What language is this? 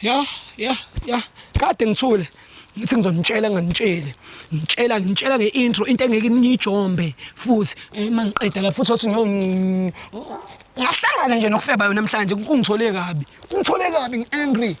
Zulu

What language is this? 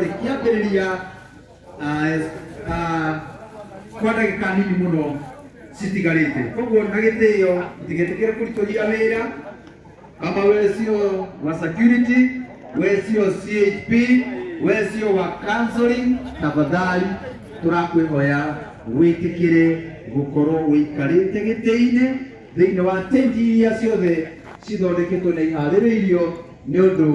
Kikuyu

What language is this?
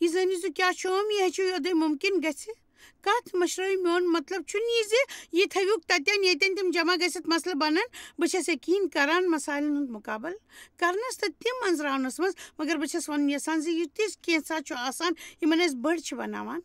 Kashmiri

